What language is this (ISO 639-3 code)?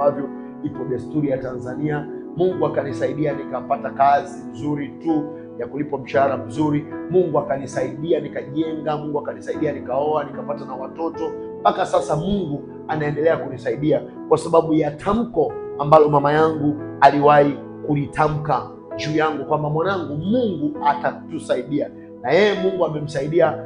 swa